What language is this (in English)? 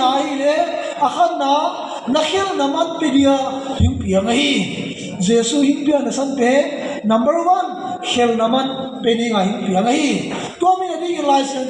Tedim Chin